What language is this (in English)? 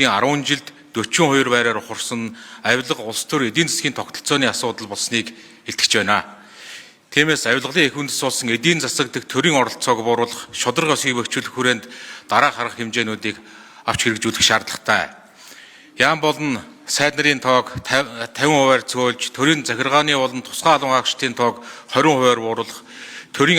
Mongolian